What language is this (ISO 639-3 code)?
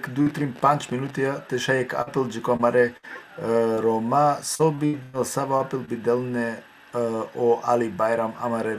rmn